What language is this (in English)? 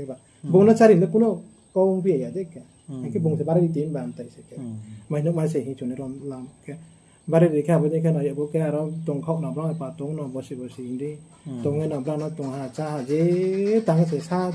Riang (India)